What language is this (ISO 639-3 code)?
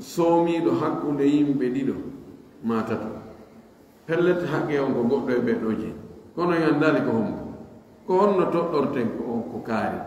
fuf